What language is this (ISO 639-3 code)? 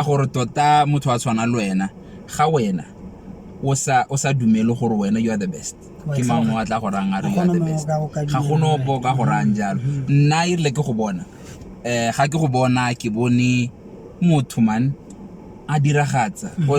tsn